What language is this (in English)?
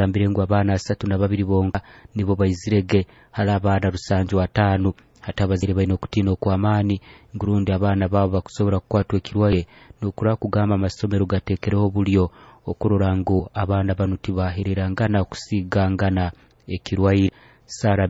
Nyoro